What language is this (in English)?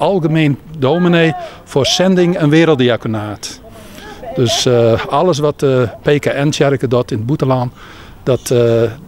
Western Frisian